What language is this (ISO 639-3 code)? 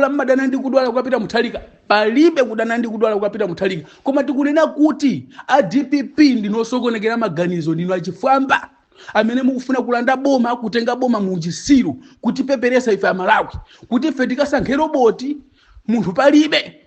nya